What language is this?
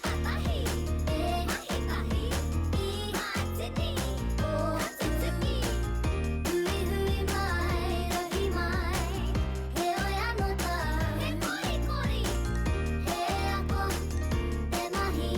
Māori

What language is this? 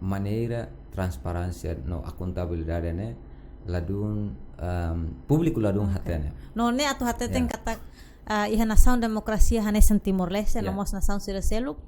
Tetum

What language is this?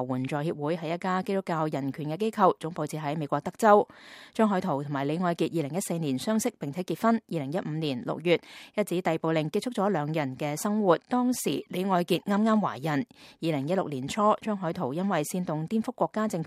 Cantonese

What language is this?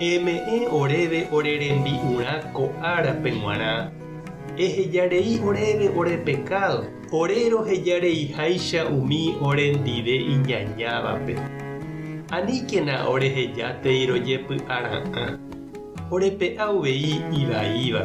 Guarani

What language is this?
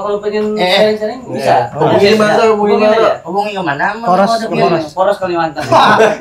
Banjar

